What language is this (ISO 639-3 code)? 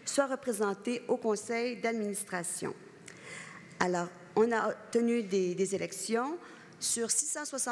fra